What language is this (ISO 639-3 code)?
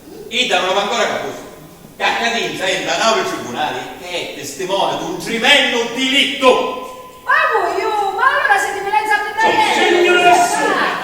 scn